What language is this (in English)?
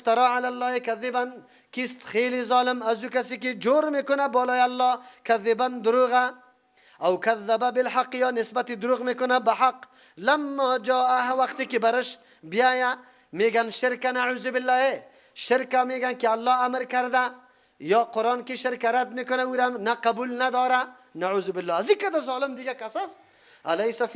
Persian